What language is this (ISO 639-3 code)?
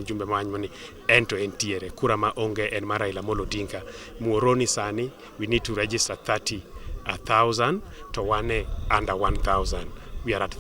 luo